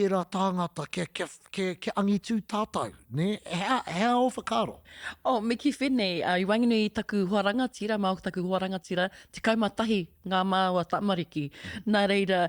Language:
Māori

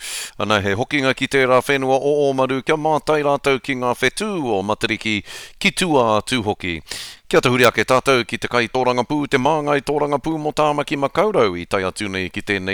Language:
Māori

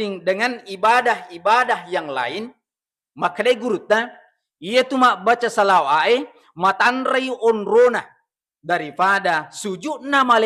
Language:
Buginese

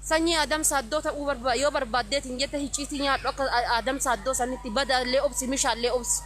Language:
Oromo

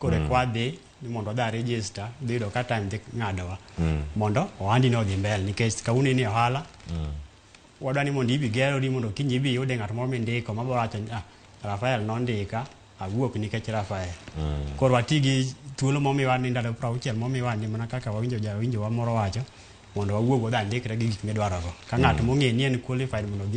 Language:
Luo (Kenya and Tanzania)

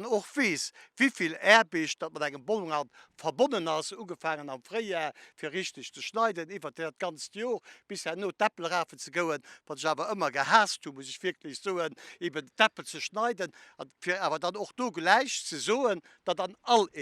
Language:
Luxembourgish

